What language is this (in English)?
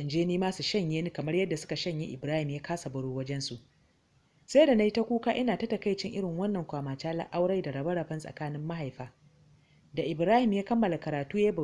Hausa